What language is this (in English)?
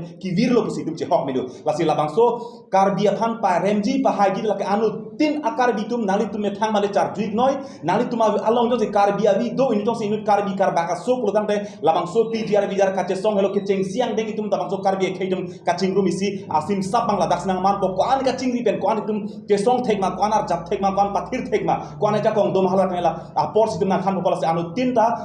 Karbi